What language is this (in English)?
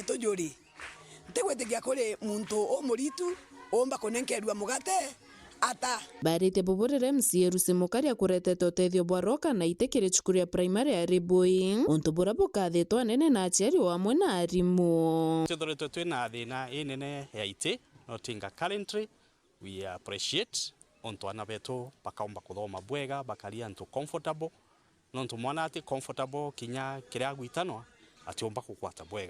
Meru